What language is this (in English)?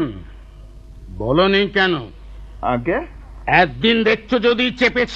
Bangla